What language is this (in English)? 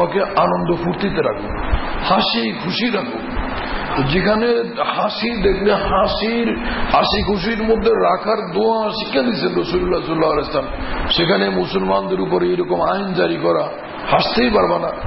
Bangla